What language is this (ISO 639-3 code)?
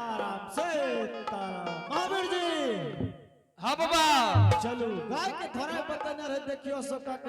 anp